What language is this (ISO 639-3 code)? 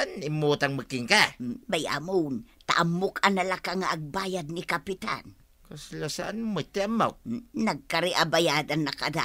ilo